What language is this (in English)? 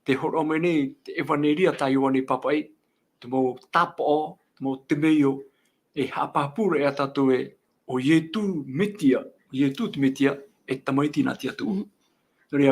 Tahitian